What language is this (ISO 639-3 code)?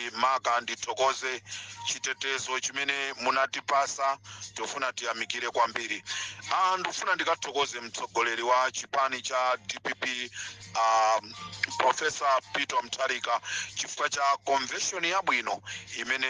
nya